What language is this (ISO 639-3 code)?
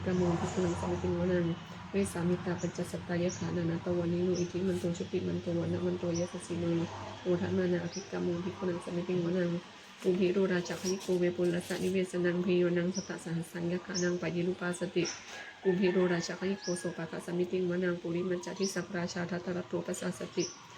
pli